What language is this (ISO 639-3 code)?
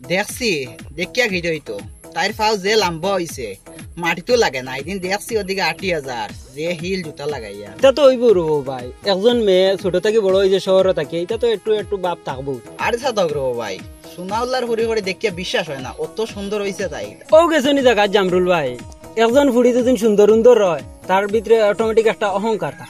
syl